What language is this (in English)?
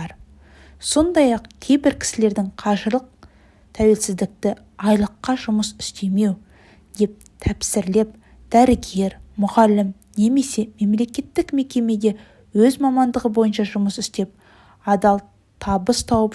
Kazakh